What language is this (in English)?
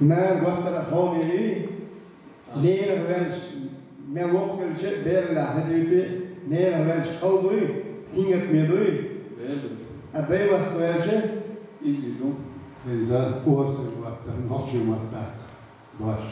Chechen